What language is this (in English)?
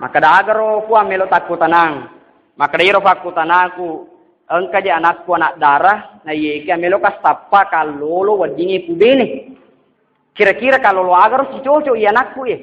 Buginese